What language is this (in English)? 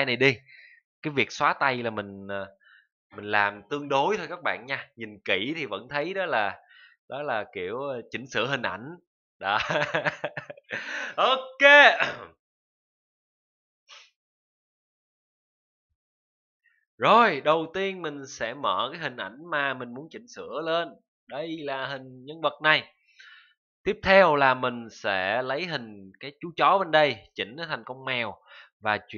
Vietnamese